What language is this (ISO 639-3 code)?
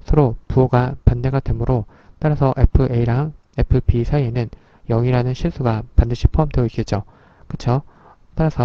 kor